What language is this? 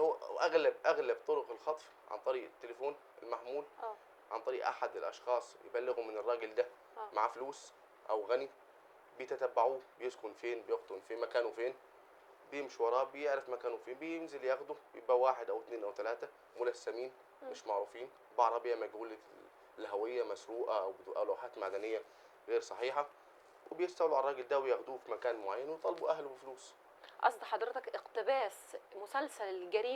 Egyptian Arabic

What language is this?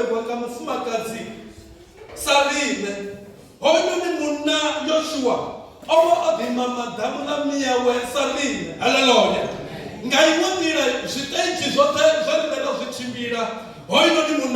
Venda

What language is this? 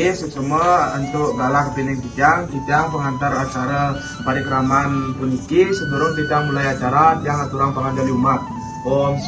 Balinese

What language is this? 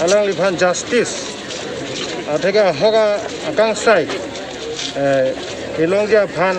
Karbi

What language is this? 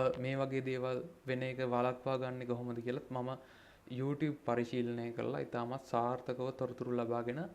Sinhala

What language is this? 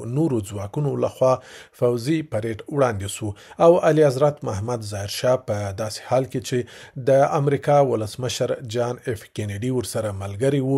Pashto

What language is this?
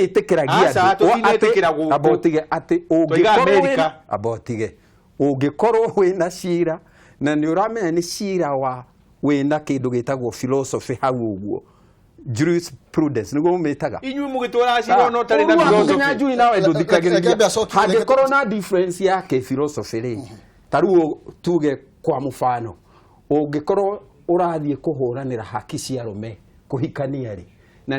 Kikuyu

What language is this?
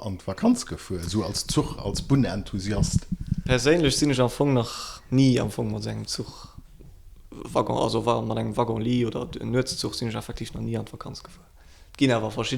Luxembourgish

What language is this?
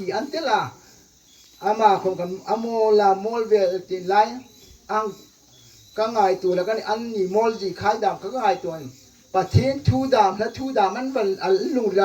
Hmar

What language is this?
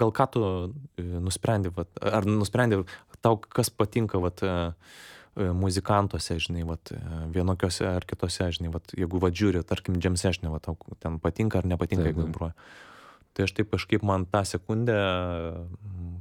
Lithuanian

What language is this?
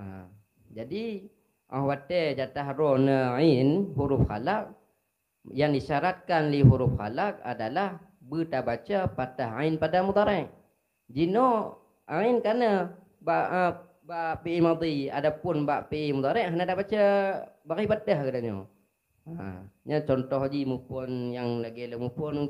Achinese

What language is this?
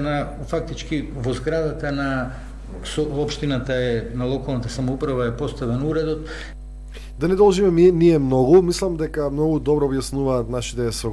Macedonian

